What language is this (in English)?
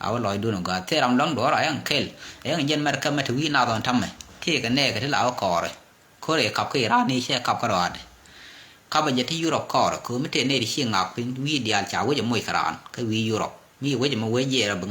Nuer